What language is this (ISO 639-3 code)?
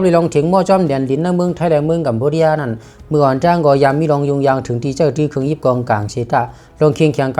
shn